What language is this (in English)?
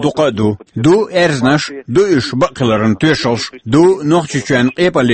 Chechen